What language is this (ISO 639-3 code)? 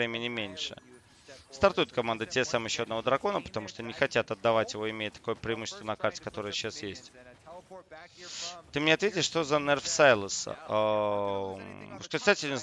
rus